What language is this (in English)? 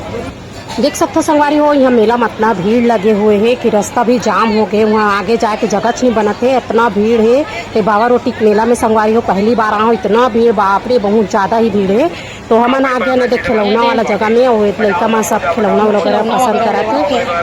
Chhattisgarhi